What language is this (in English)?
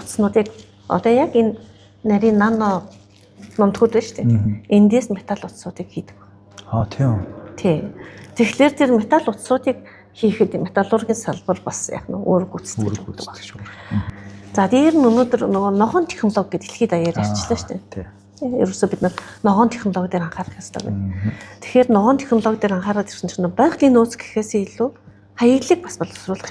Mongolian